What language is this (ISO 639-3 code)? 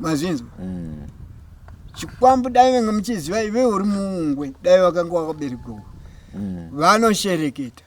sna